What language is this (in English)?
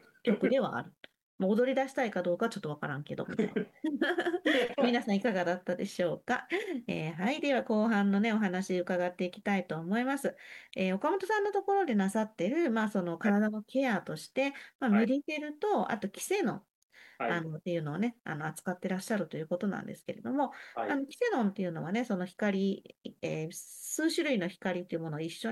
Japanese